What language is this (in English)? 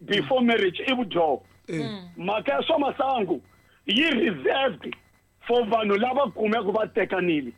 Tsonga